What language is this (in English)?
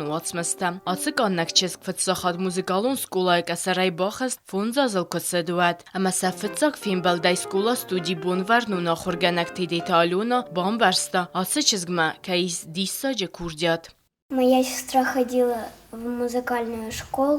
Ossetic